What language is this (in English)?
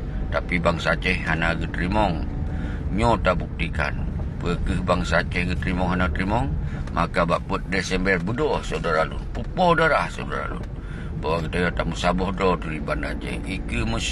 Achinese